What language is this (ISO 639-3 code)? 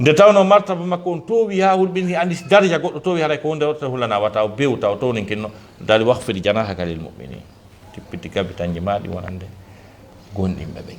ful